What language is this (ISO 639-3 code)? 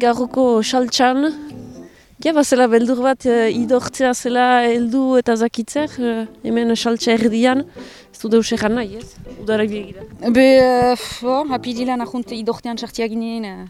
eus